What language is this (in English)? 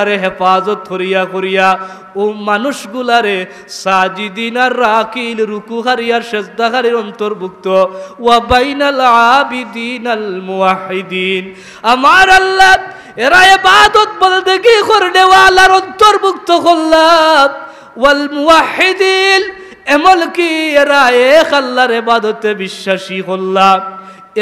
Sylheti